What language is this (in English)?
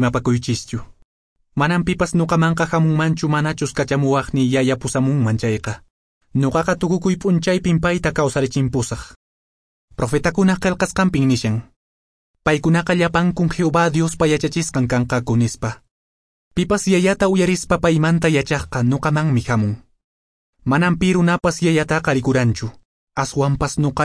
Quechua